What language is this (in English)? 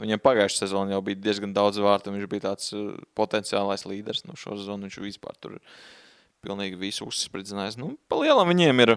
Latvian